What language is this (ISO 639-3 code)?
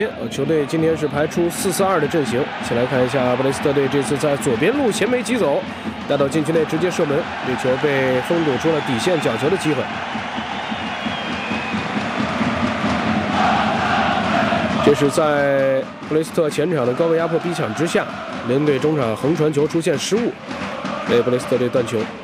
zho